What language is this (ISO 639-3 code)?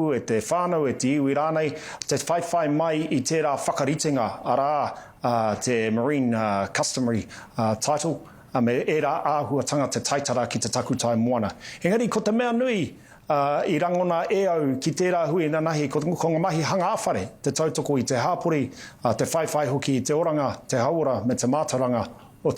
mri